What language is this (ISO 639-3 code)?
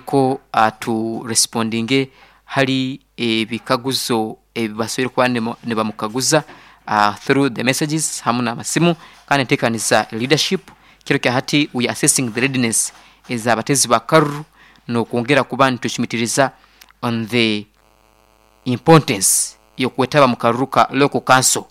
nyn